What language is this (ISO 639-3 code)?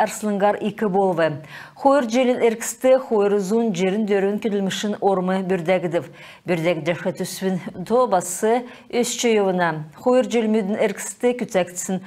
xal